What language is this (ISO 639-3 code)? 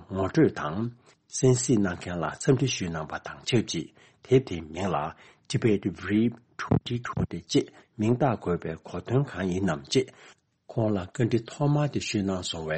bod